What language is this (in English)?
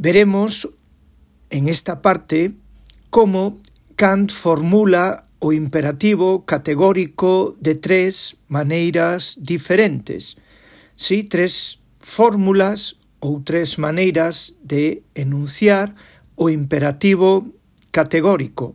Galician